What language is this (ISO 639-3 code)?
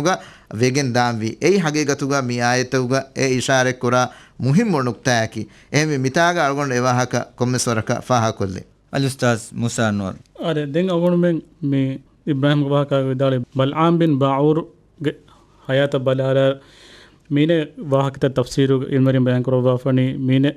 div